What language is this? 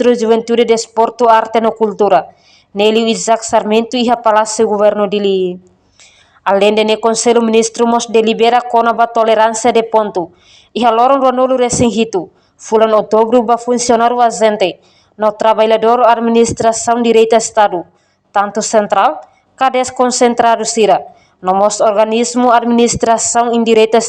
Tetum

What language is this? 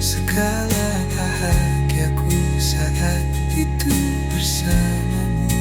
Makassar Malay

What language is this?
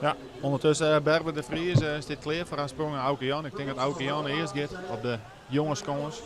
Western Frisian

